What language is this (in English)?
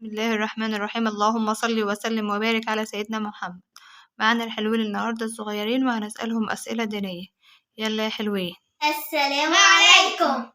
Egyptian Arabic